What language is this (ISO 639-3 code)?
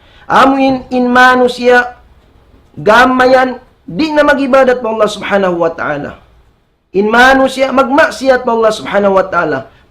tsg